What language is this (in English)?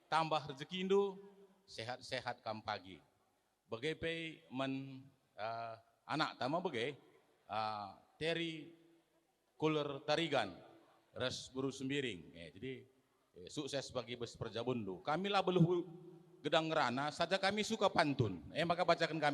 Batak Karo